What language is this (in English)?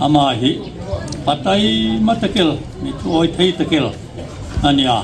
Hmar